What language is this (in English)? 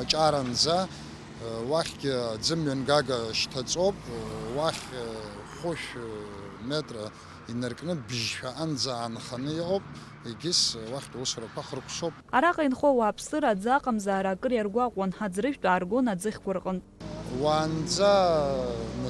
Abkhazian